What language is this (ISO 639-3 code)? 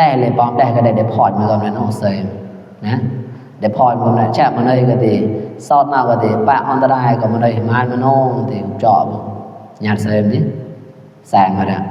mnw